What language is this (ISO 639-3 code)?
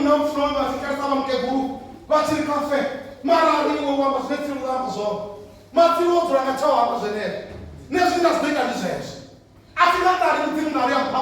ven